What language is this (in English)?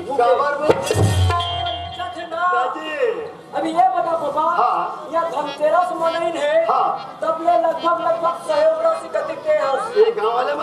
Chhattisgarhi